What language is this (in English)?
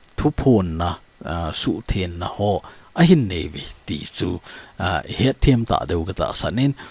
Thado Chin